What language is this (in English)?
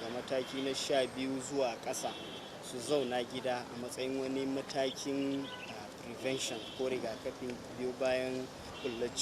Hausa